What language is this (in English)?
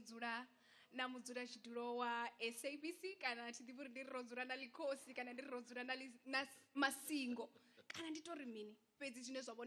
Venda